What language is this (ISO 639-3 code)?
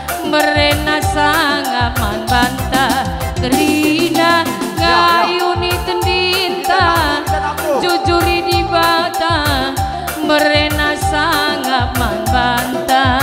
btx